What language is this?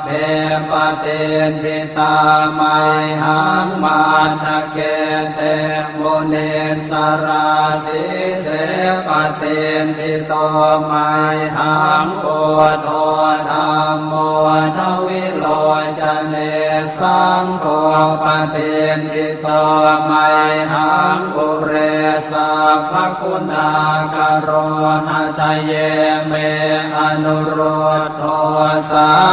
Pali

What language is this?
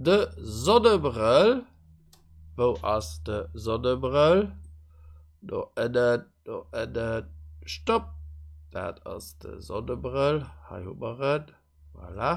Luxembourgish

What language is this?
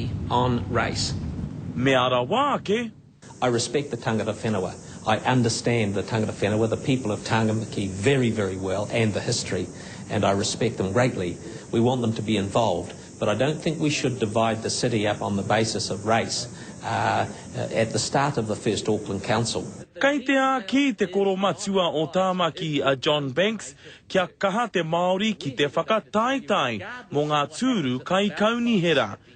Māori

